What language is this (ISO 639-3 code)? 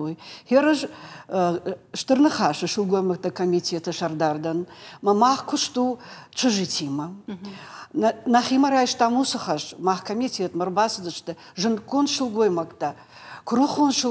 oss